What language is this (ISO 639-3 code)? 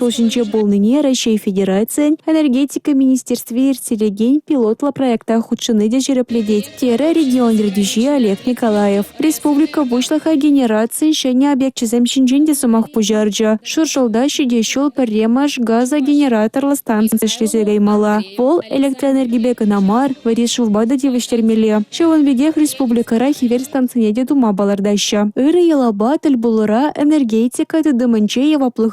chv